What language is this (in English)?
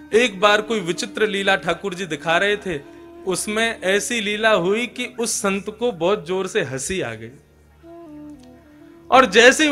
Hindi